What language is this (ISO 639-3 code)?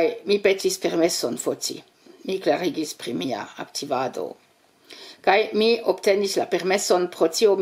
epo